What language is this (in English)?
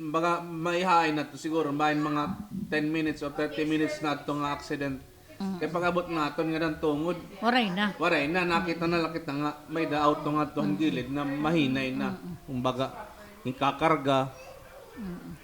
Waray